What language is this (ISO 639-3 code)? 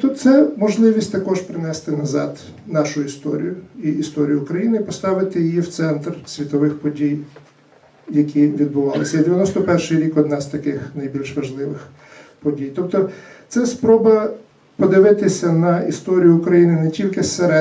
ukr